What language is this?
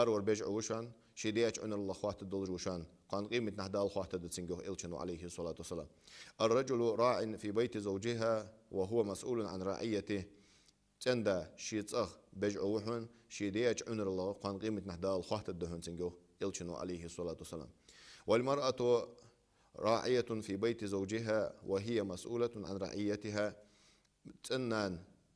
Ingush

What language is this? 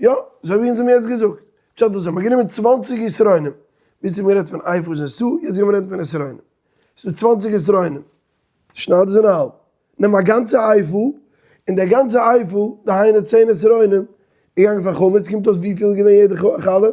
Yiddish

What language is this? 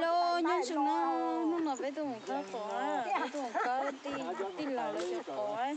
Hmong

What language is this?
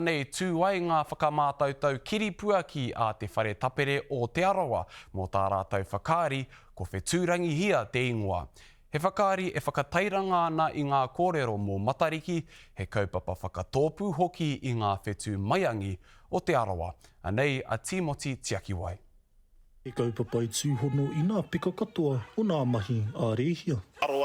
Māori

